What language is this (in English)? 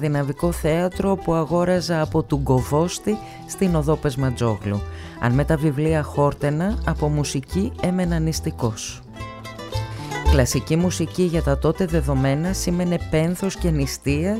Greek